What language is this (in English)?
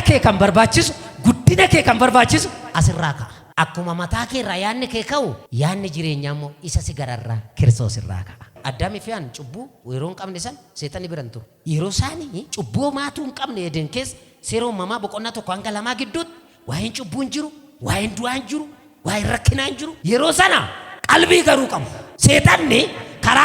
Oromo